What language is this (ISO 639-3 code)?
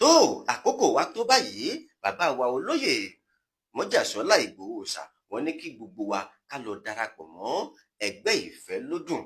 yor